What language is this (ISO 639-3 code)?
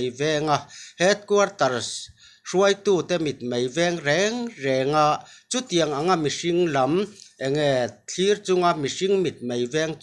lus